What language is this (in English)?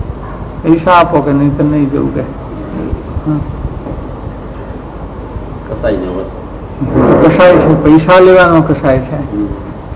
Gujarati